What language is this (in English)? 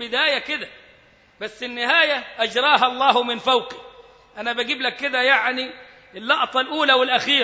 Egyptian Arabic